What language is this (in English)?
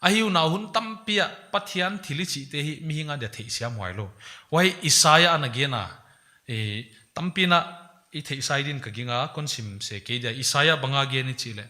Paite Chin